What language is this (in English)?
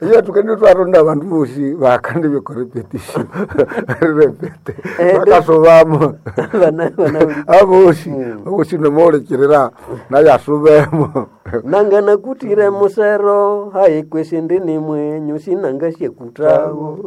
Nande